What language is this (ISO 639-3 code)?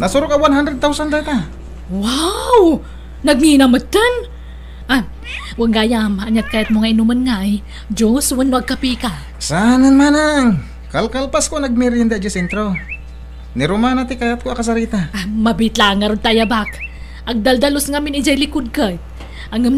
ilo